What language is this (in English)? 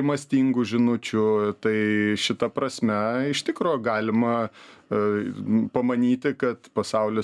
Lithuanian